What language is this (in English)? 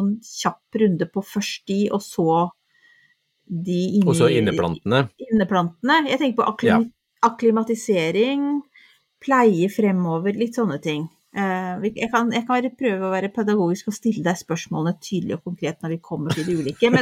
Norwegian